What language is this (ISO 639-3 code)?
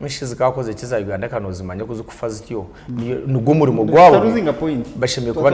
nyn